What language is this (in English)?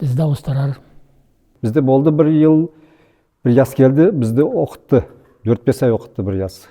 Nogai